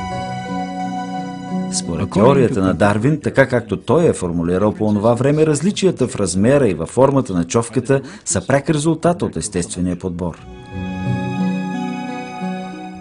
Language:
Bulgarian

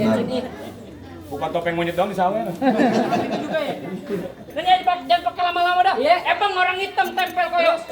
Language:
Betawi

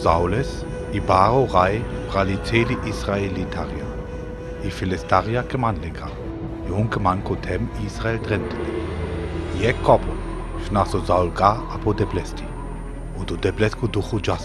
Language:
Sinte Romani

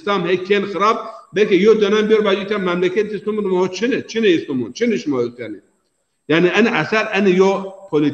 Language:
Zaza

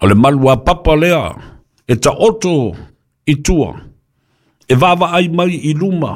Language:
Samoan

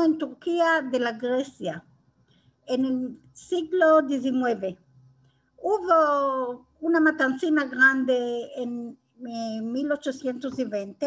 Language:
Ladino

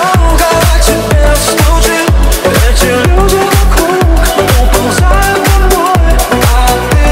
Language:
Russian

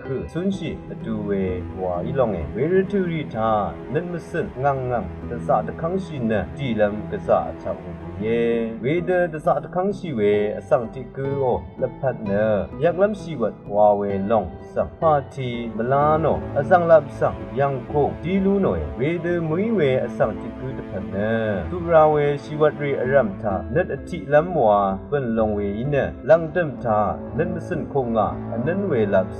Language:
Rawang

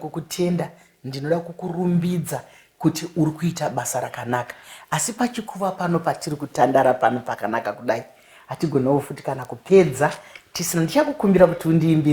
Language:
Shona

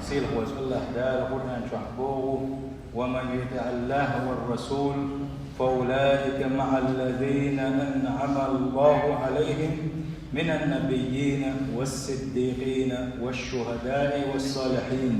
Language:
Chechen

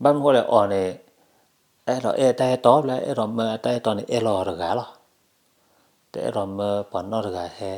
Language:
S'gaw Karen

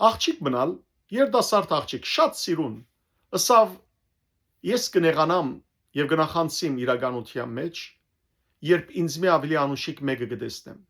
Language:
Western Armenian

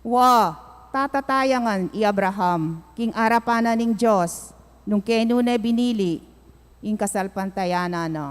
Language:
Pampanga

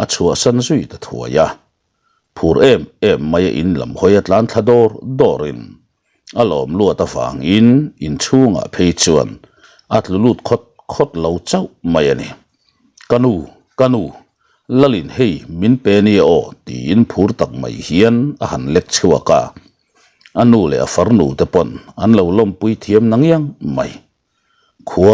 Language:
Mizo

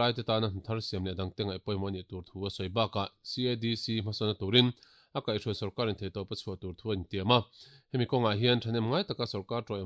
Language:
Mizo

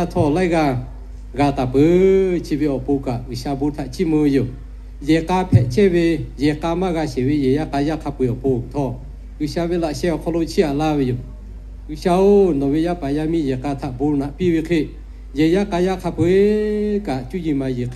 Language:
Lahu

